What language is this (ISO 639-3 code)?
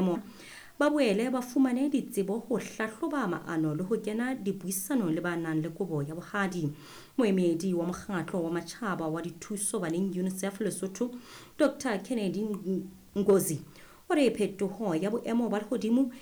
sot